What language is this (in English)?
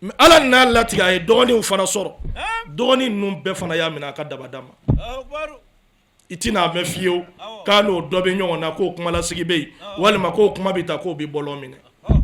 Bambara